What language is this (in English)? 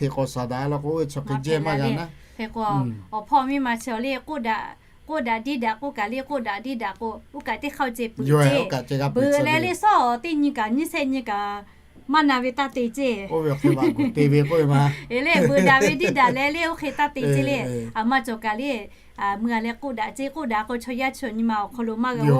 Lahu